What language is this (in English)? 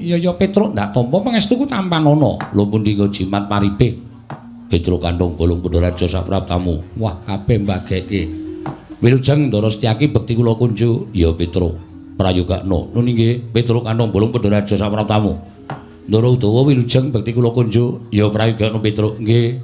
Javanese